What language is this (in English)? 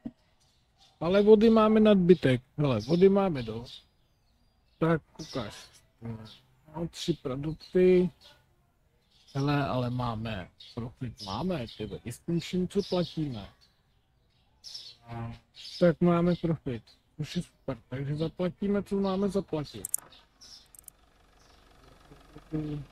Czech